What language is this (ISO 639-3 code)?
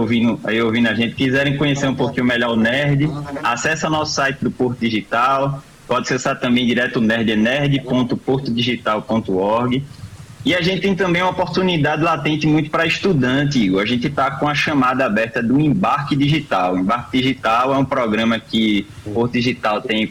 por